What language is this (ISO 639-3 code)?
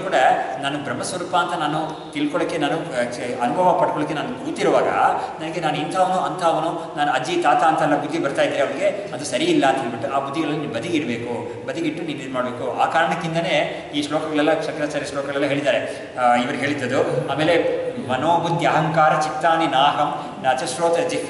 kan